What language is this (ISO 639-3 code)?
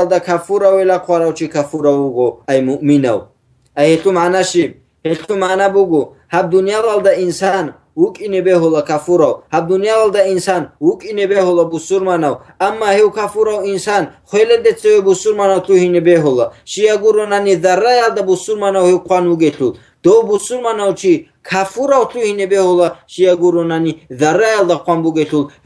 ava